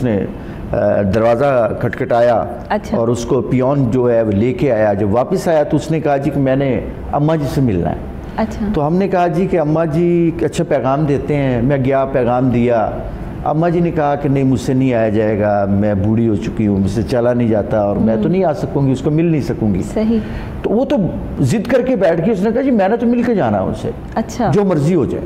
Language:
Urdu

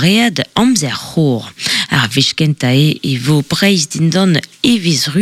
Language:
Breton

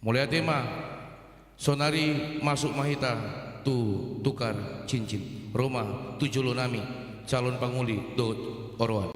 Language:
Batak Toba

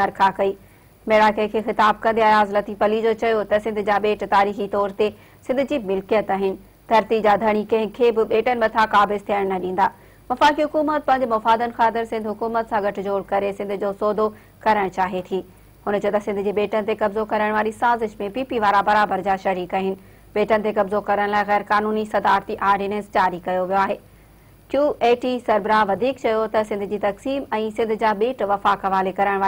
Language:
Sindhi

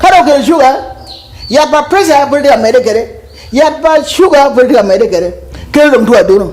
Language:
Acoli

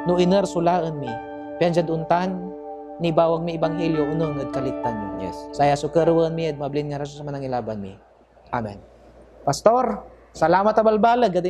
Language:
Pangasinan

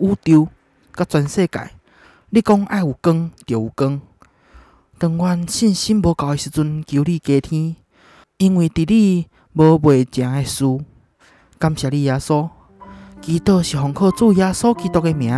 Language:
Min Nan Chinese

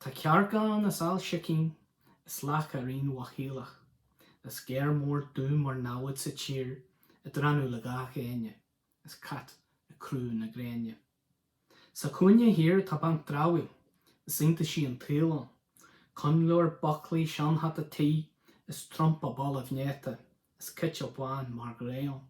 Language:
Irish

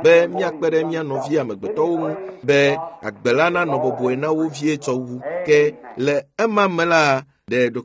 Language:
Ewe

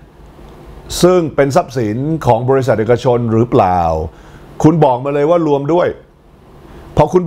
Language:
Thai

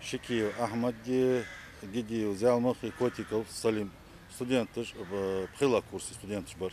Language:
Ingush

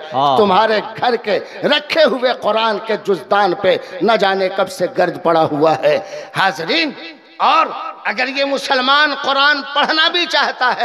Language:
Urdu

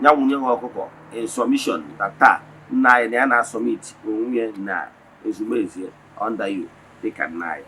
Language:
Igbo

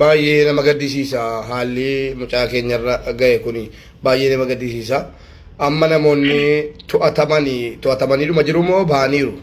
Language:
Oromo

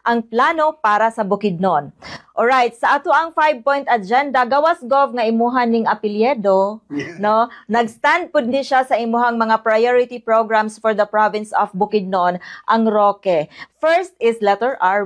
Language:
Cebuano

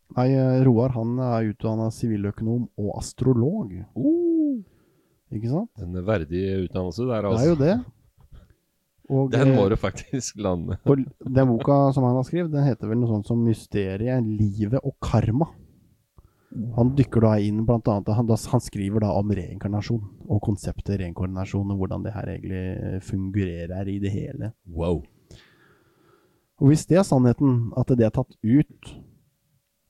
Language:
Norwegian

